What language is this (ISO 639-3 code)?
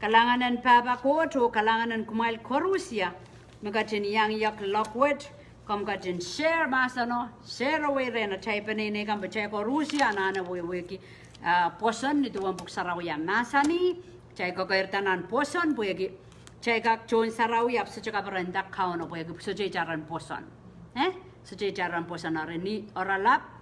pon